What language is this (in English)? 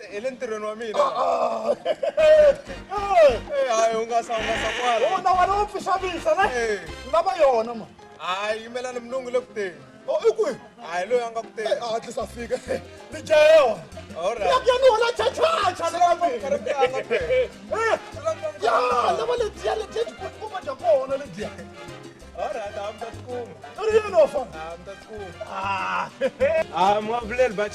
Tsonga